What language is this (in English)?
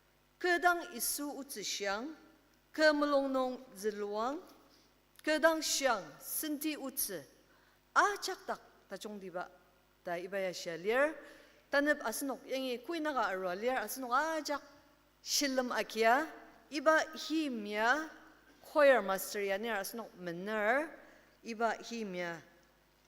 Ao Naga